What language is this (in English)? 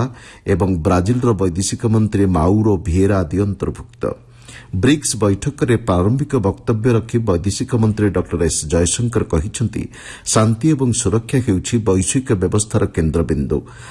Odia